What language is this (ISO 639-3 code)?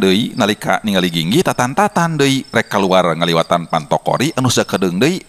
sun